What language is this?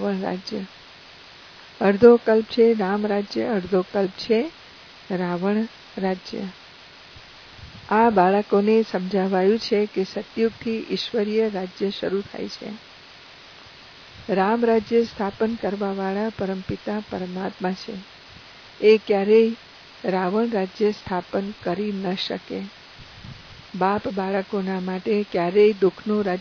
Gujarati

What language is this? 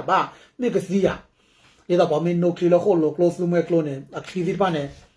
S'gaw Karen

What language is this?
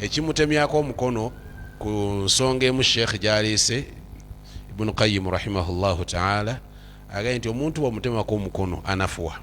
Ganda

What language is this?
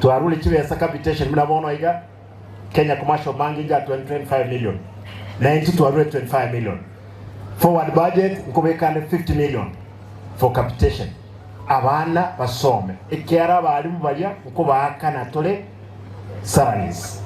Gusii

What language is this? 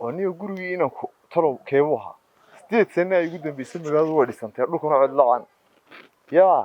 Somali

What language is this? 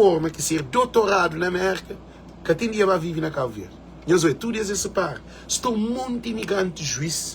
Kabuverdianu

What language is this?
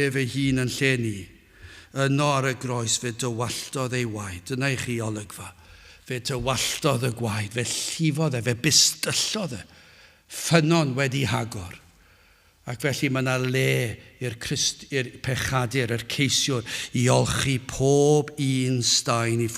Welsh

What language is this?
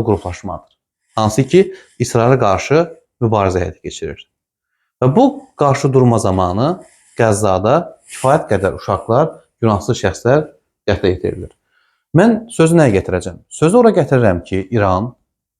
Azerbaijani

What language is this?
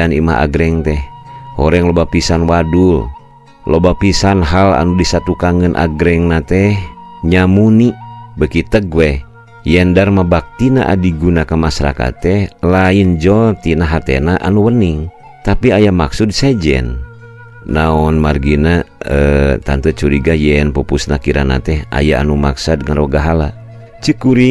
Sundanese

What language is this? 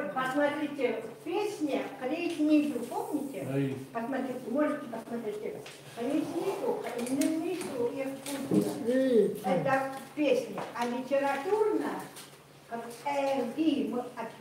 Chukot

